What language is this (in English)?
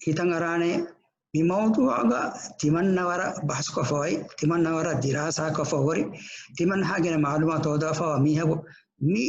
Divehi